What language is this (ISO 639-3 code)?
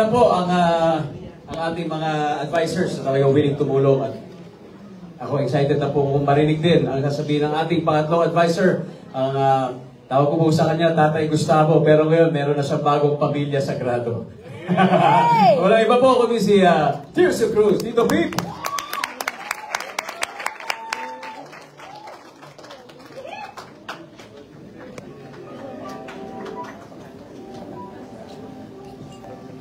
fil